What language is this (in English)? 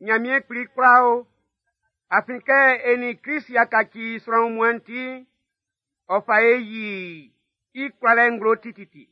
Baoulé